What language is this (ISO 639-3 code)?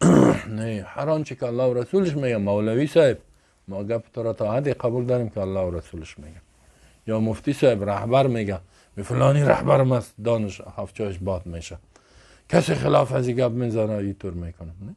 fas